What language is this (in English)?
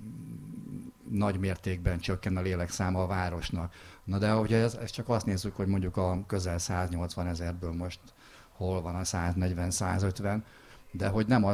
Hungarian